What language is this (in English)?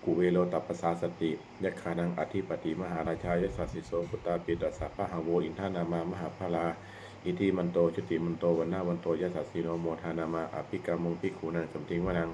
Pali